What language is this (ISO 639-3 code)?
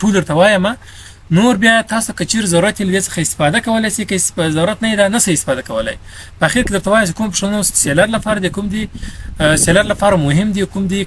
pus